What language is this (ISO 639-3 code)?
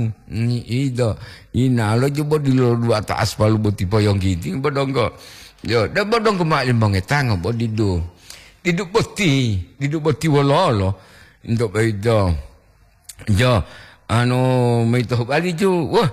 gor